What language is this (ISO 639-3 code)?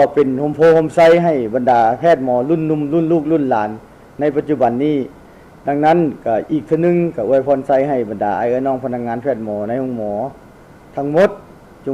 lao